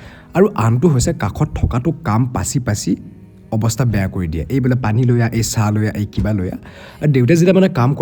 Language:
Assamese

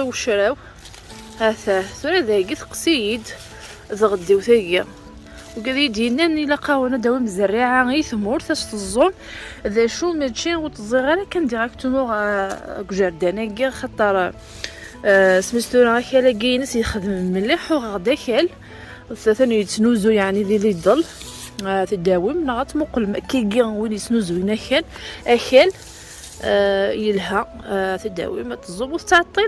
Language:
Kabyle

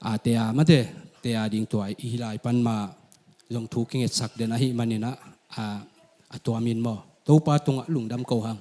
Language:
Tedim Chin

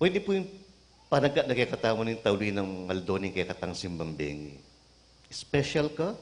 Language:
Pampanga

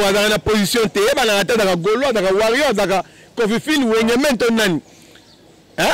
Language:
Lingala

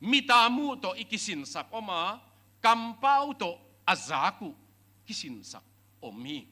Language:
Tedim Chin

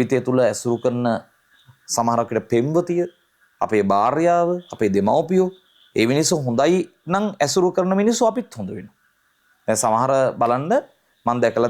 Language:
Sinhala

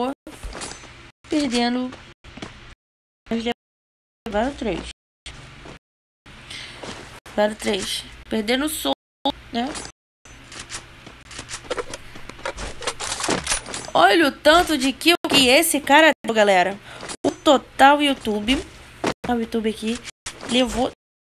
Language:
Portuguese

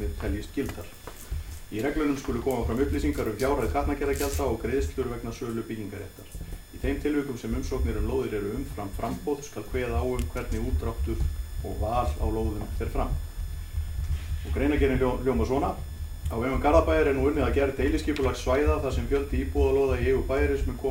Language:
Icelandic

